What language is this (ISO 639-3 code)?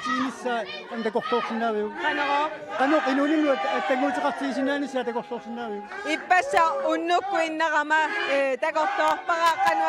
kal